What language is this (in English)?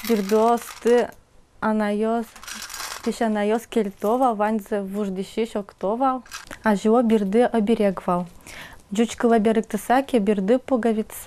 Udmurt